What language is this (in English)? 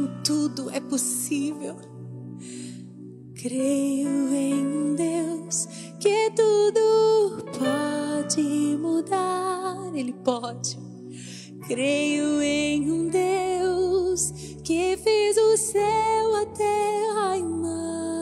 Portuguese